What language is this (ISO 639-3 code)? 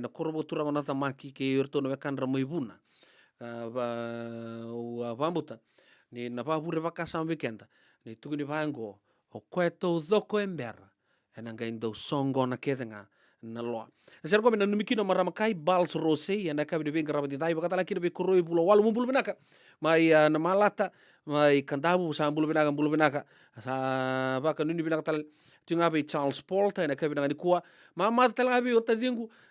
fij